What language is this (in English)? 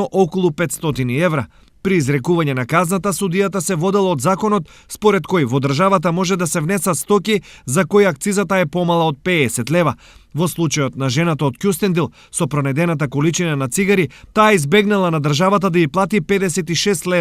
Macedonian